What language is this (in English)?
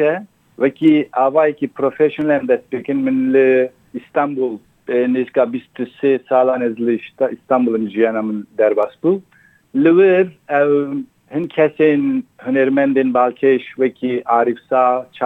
Kurdish